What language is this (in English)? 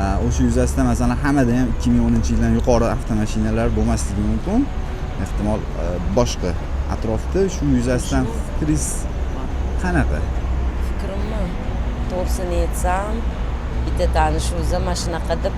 Uzbek